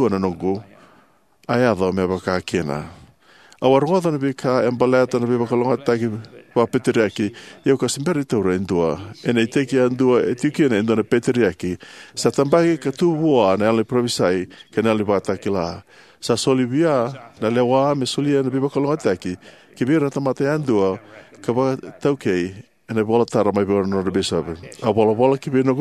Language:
Fijian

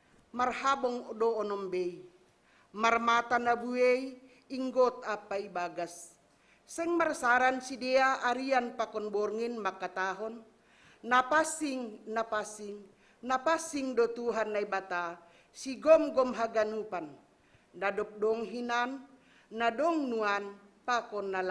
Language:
Batak Simalungun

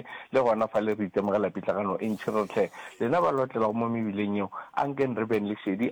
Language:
Northern Sotho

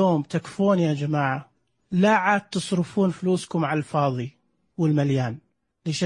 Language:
Najdi Arabic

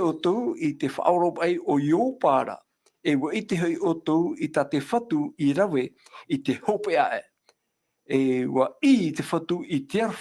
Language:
Tahitian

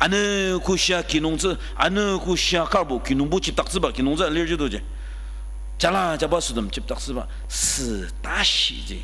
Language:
Ao Naga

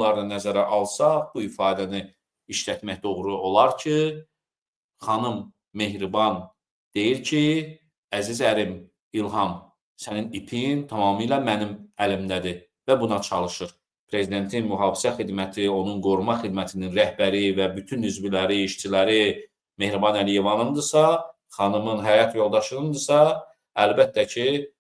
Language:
Azerbaijani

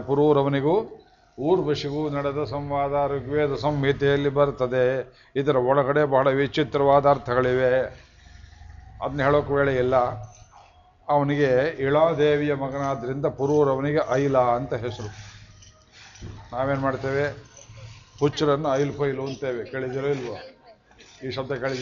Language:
Kannada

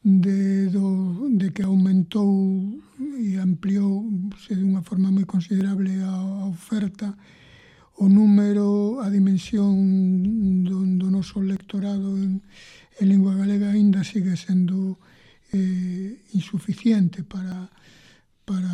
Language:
Galician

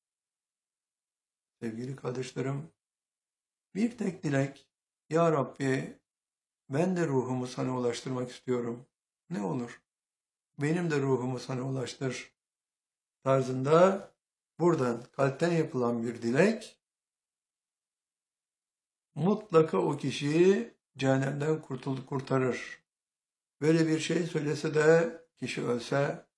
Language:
Turkish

